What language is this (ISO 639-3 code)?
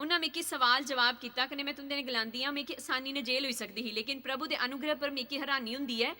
doi